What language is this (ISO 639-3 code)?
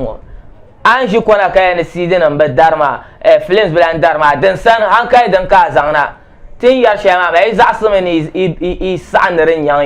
dag